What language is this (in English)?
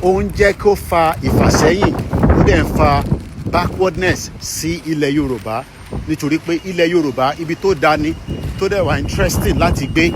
Yoruba